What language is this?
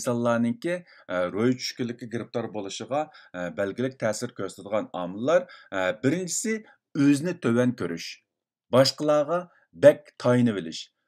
Uyghur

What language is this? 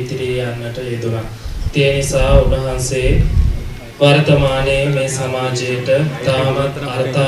Sinhala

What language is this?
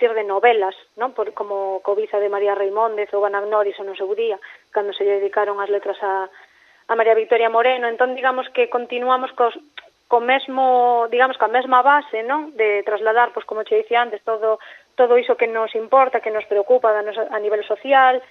Galician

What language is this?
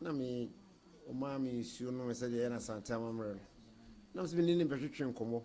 Akan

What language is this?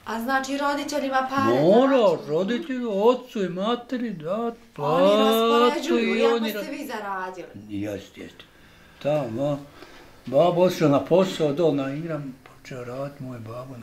Bosnian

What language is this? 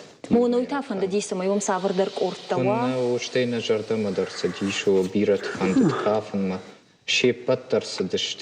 Ossetic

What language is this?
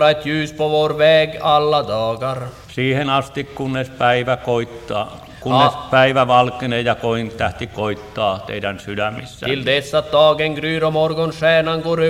Swedish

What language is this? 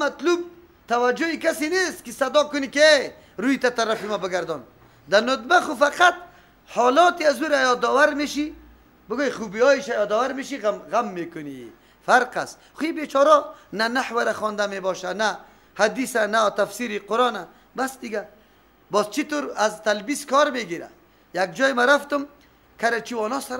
Persian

